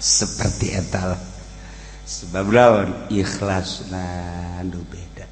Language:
Sundanese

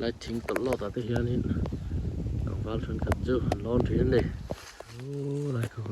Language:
Mizo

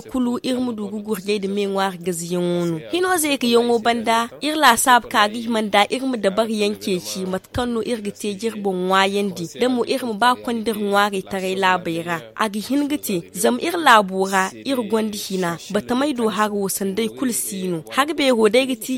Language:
Zarma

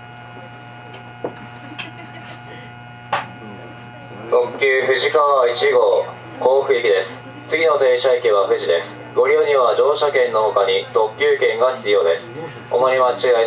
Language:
Japanese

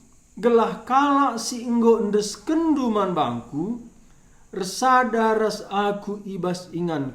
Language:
Batak Karo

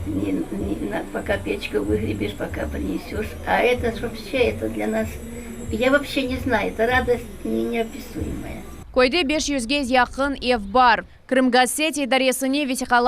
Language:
Crimean Tatar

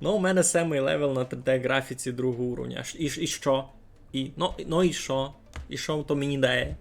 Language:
Rusyn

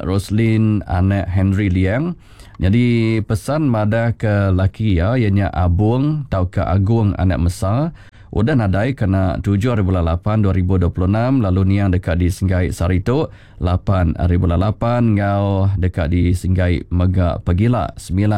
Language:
Iban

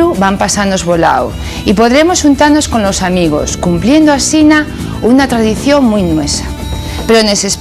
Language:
Asturian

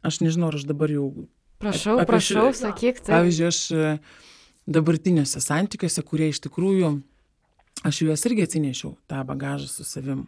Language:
Lithuanian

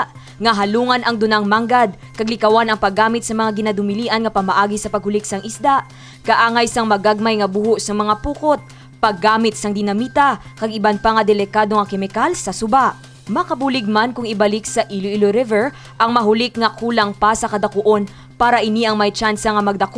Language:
Hiligaynon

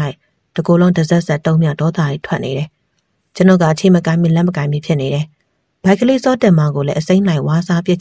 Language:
Burmese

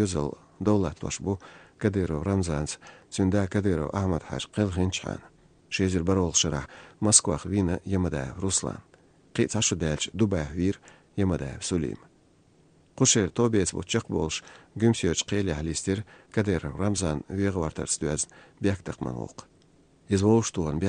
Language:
Azerbaijani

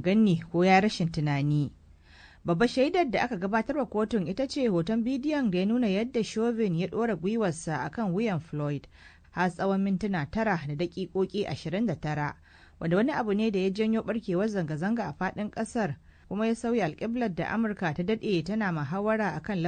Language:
Hausa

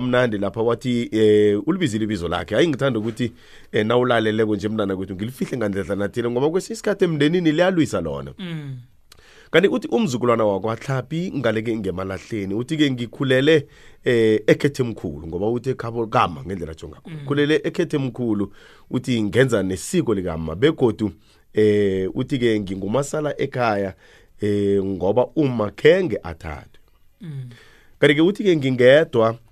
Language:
South Ndebele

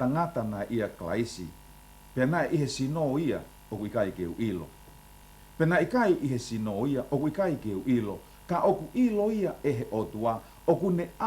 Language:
Tongan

